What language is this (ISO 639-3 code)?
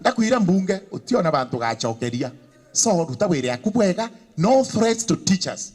mer